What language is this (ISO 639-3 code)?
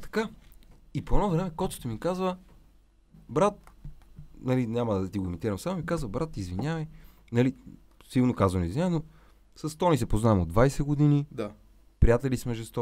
bul